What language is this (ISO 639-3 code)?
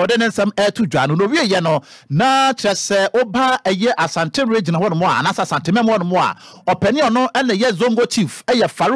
aka